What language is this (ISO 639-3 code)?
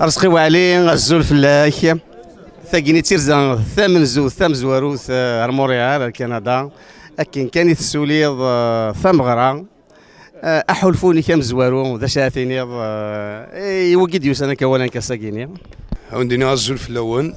kab